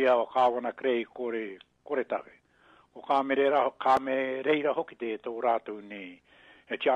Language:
Māori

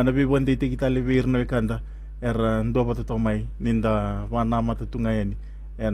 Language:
Fijian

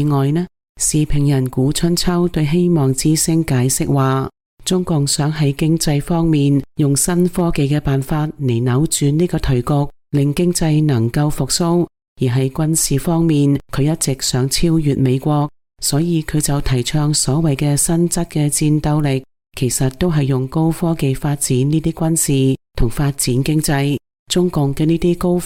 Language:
Cantonese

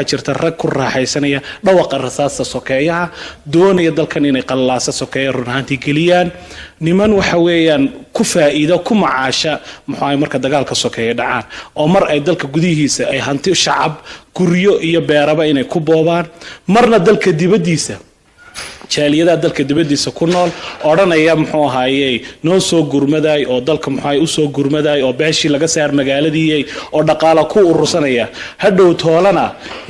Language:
Somali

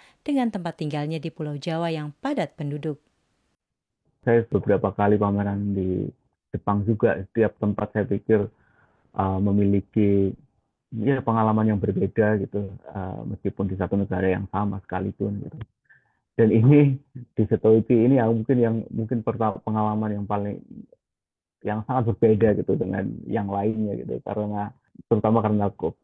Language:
Indonesian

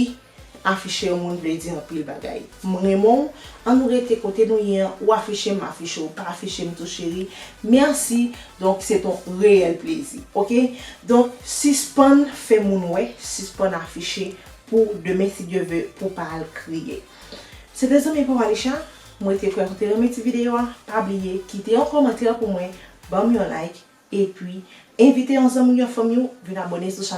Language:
Haitian Creole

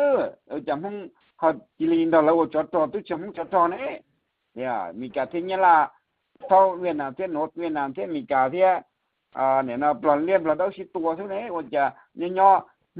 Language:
Hmong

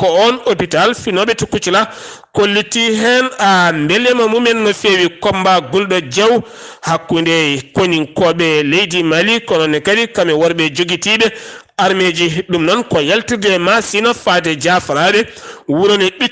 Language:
Fula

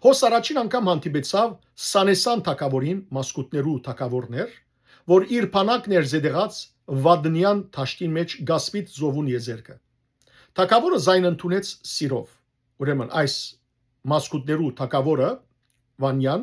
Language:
Western Armenian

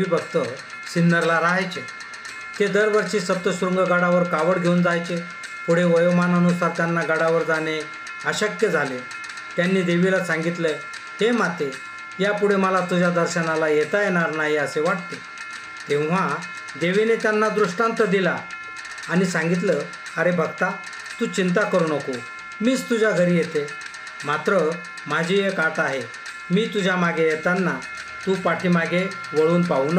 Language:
Marathi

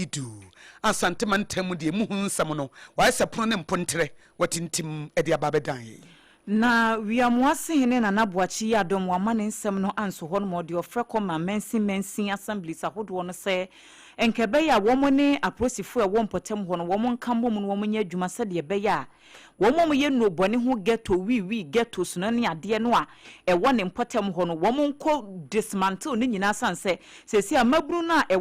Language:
Akan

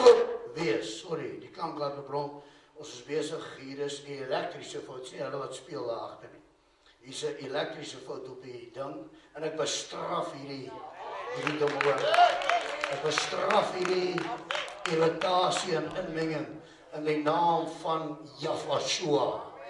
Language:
Afrikaans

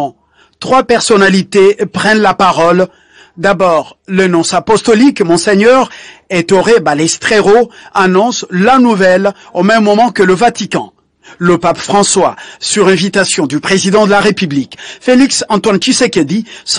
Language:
French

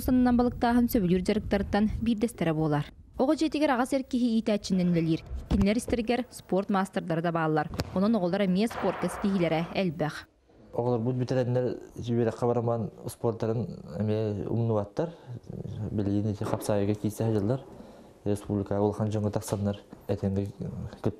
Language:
Yakut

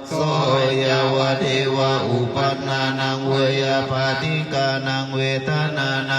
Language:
Pali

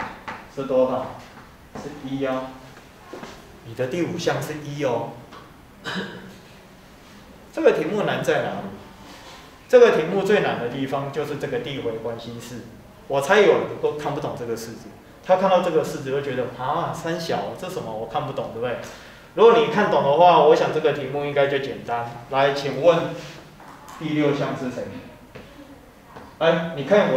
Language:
Chinese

